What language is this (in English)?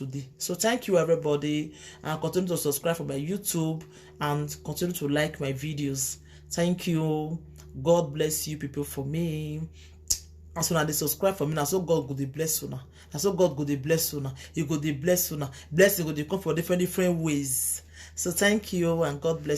Nigerian Pidgin